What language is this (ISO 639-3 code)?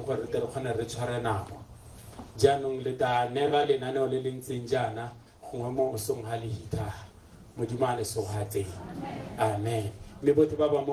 tsn